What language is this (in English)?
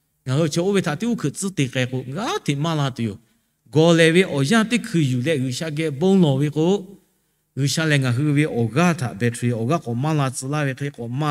Lahu